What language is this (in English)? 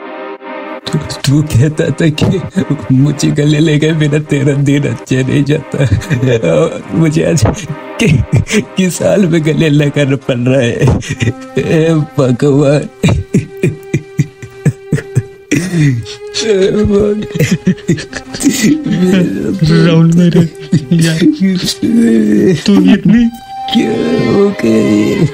Hindi